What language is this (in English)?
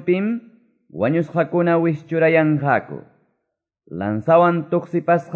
Quechua